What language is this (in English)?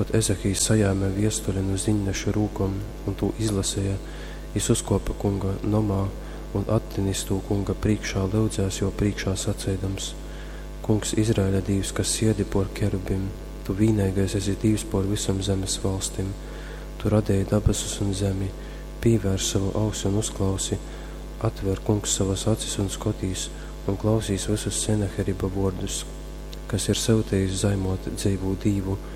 Latgalian